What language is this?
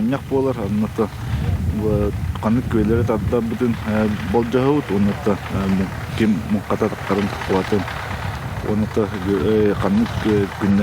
Yakut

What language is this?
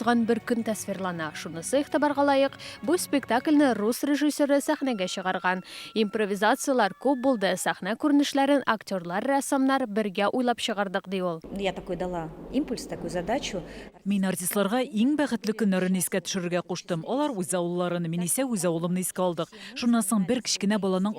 Tatar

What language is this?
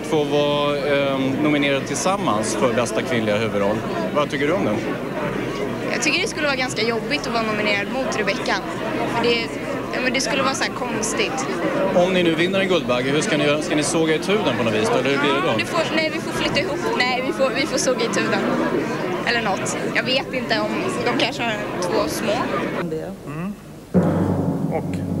Swedish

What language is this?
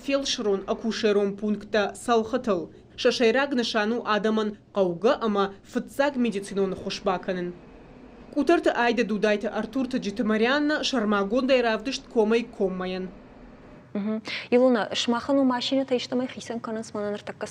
Ossetic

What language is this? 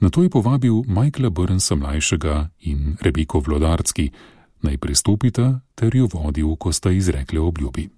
Slovenian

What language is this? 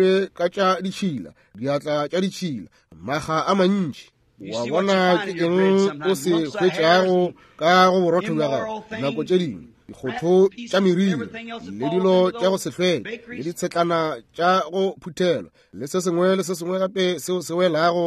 Northern Sotho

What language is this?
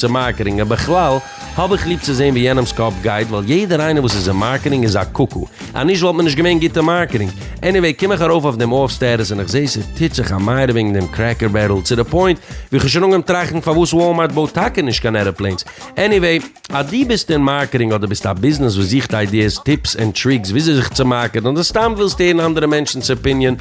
Yiddish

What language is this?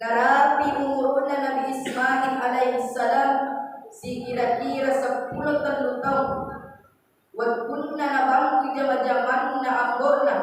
Buginese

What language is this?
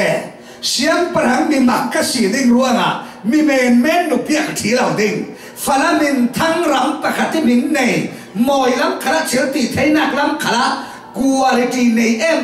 Falam Chin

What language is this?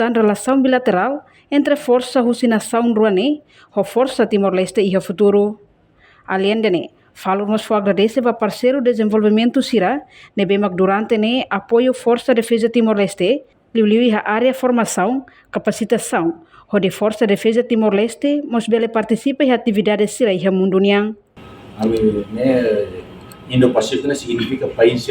Tetum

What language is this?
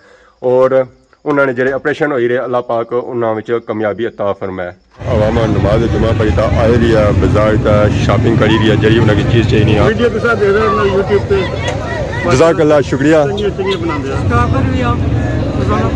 Pahari-Potwari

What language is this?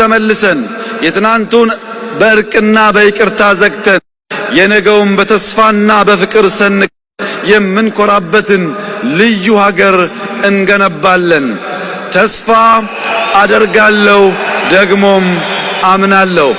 Amharic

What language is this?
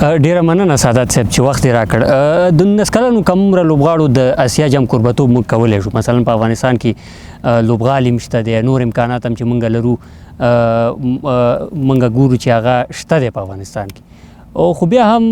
Pashto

